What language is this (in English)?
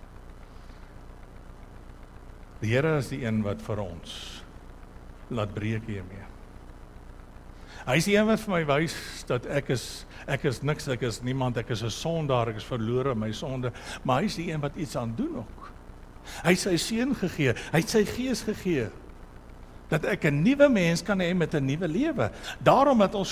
Afrikaans